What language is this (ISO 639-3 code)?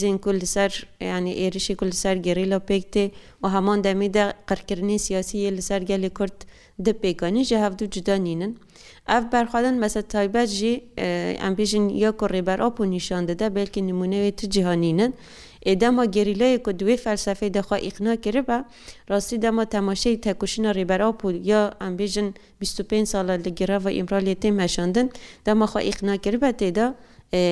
kur